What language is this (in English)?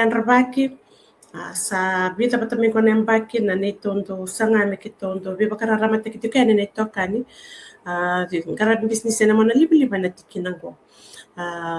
Fijian